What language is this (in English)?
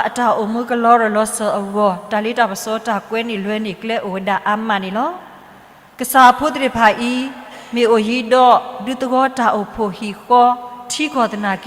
S'gaw Karen